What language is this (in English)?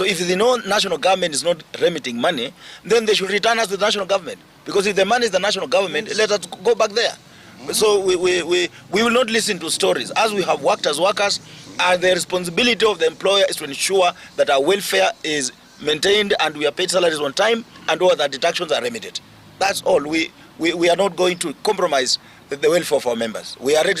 Gusii